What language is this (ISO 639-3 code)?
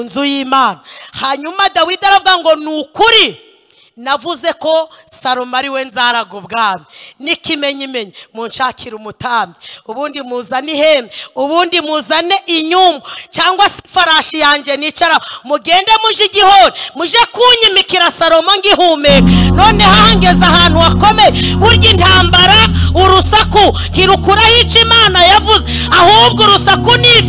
kin